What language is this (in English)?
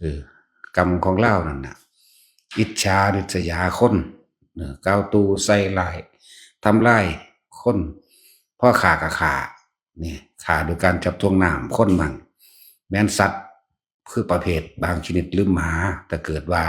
Northeastern Thai